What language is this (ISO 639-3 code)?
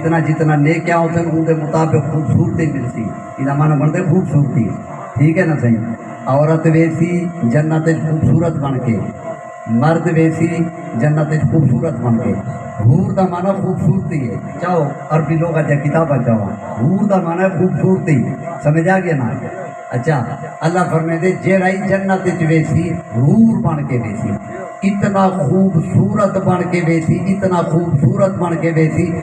skr